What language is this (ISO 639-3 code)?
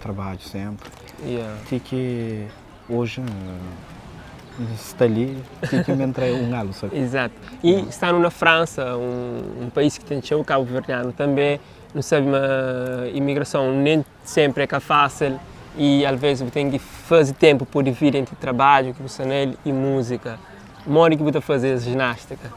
kea